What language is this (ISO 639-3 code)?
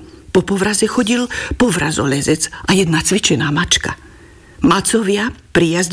slk